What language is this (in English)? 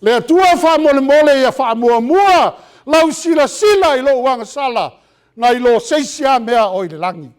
Samoan